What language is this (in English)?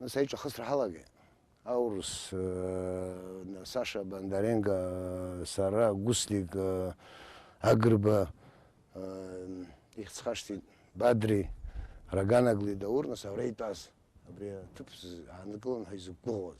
Abkhazian